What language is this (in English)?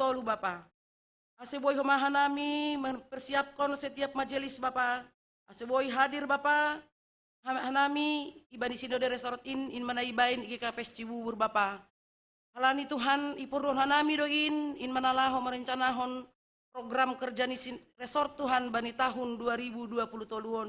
Batak Simalungun